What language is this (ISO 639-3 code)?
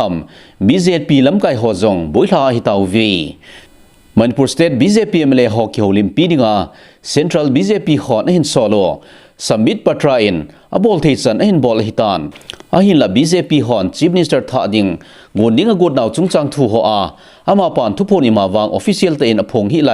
tcz